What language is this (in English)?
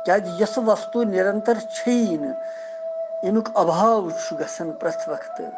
Kashmiri